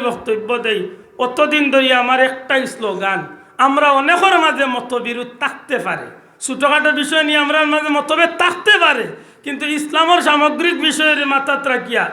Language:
Sylheti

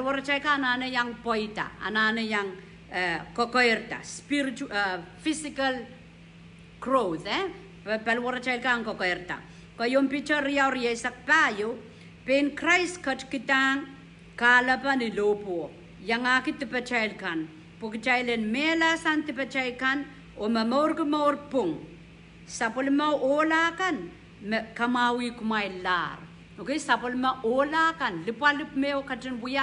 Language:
Pohnpeian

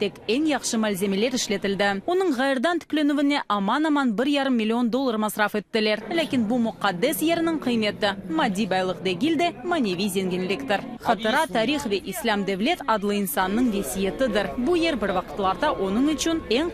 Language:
Crimean Tatar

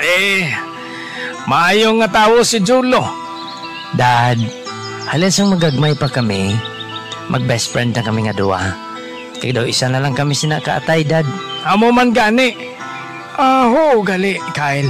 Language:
Hiligaynon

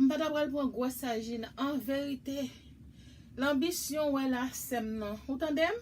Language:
Haitian Creole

